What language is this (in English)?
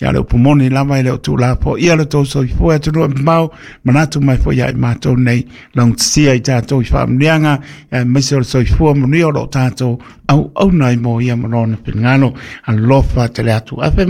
Samoan